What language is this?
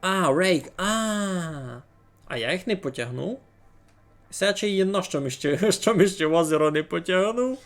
Rusyn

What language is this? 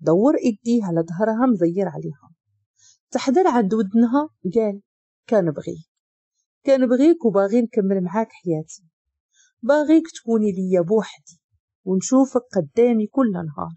Moroccan Arabic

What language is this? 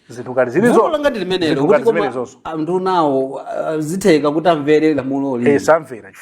Nyanja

